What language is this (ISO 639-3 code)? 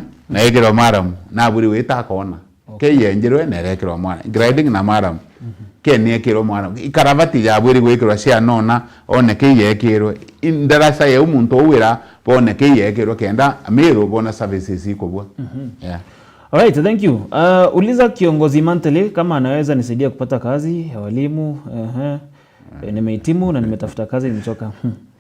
mer